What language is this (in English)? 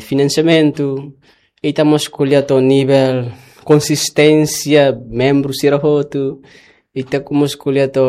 Tetum